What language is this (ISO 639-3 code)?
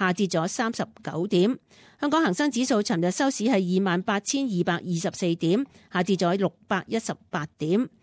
yue